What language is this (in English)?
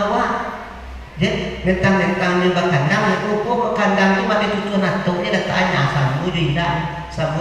Minangkabau